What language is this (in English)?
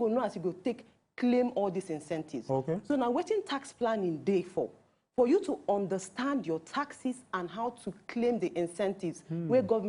Nigerian Pidgin